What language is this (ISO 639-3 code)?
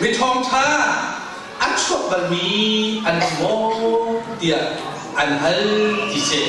cnh